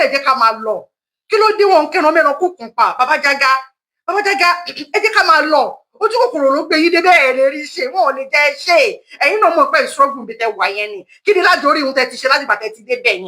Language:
Yoruba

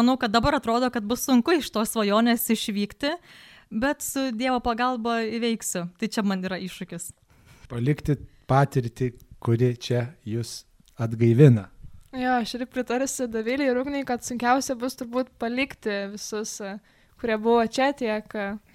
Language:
Lithuanian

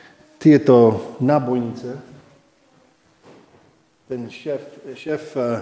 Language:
Slovak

